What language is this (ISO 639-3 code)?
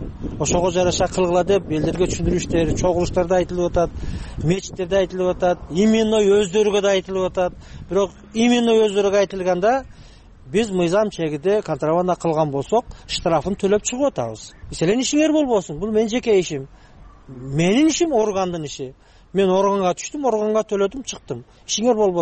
kir